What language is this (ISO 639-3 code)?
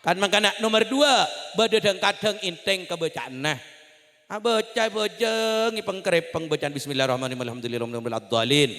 mad